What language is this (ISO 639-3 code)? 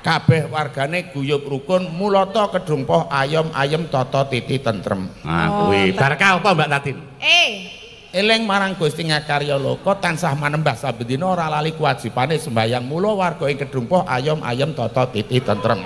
jav